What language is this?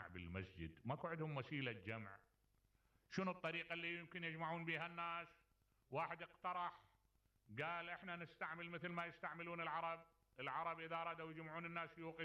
Mesopotamian Arabic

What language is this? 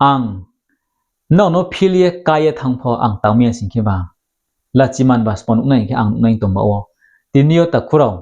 Riang (India)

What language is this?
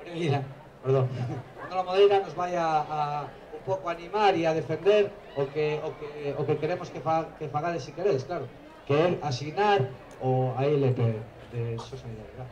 Galician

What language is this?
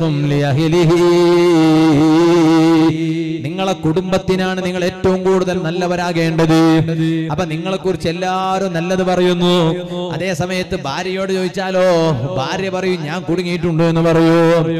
Malayalam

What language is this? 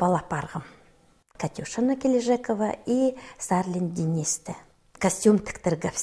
Khakas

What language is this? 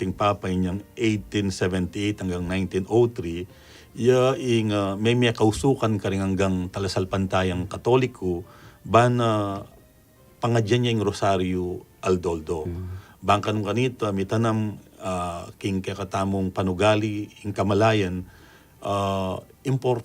Pampanga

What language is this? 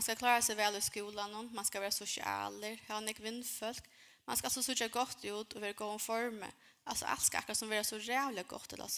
Faroese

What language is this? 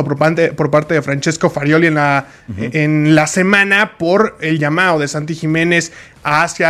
Spanish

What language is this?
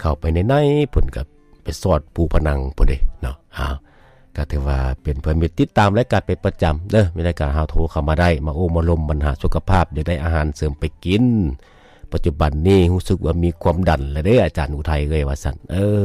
Lao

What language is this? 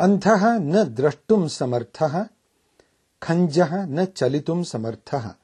Sanskrit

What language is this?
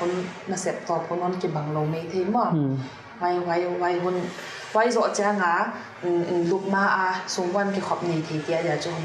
Paite Chin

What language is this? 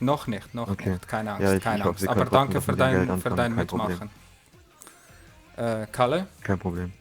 Swiss German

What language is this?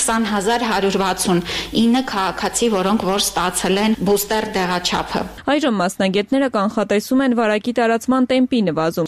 Armenian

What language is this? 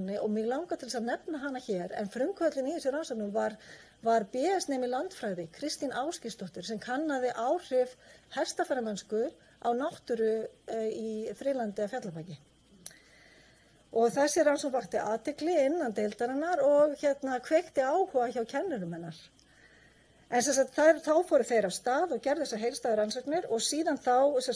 Icelandic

